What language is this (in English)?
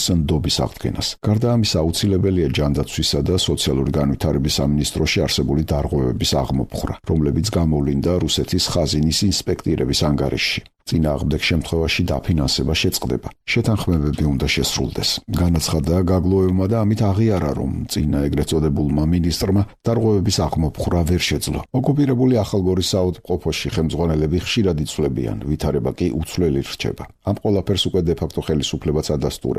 Georgian